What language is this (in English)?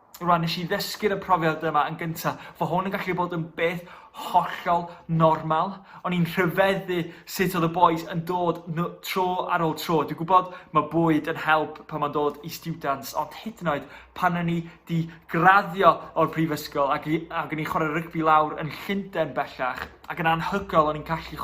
Welsh